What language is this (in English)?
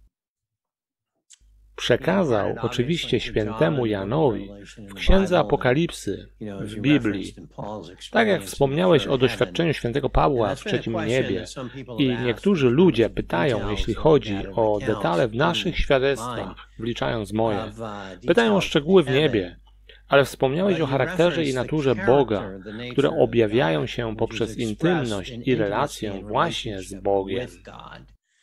Polish